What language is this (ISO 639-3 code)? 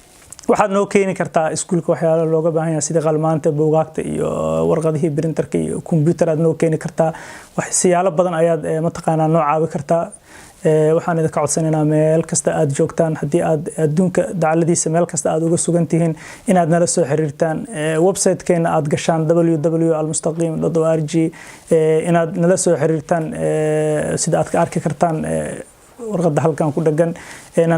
som